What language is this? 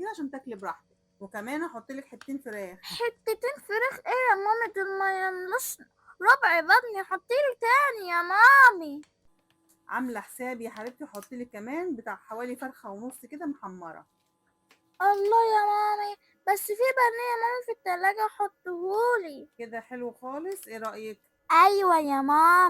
Egyptian Arabic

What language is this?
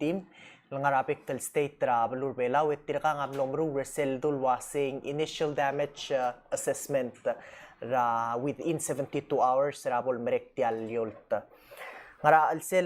Palauan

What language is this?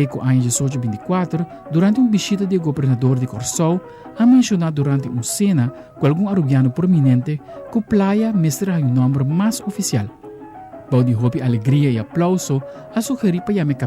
Papiamento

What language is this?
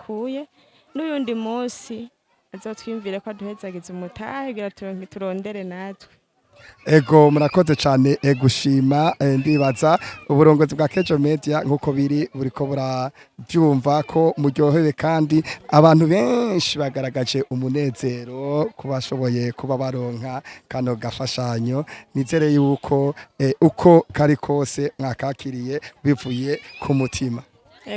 Rundi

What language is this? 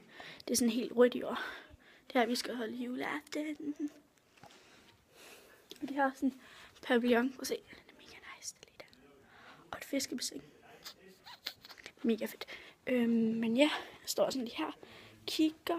Danish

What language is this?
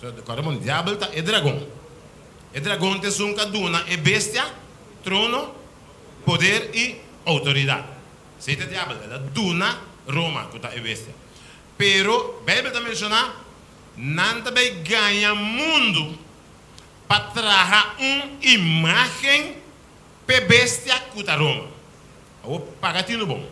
Papiamento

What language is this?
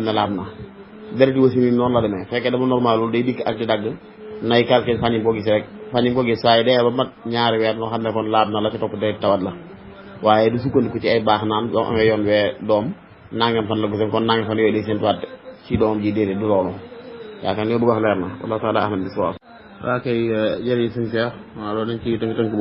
Wolof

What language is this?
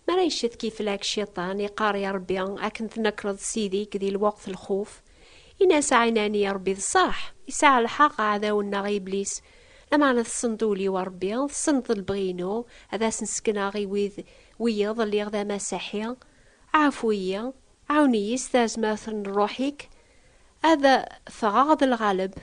Kabyle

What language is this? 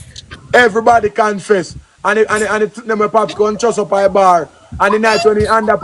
Jamaican Creole English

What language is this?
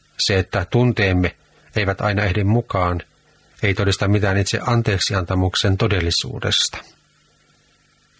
Finnish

